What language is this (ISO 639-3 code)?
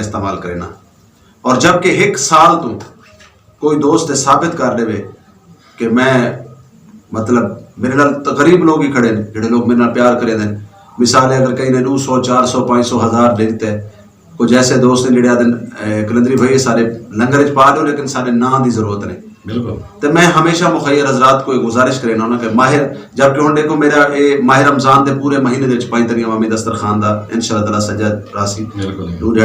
skr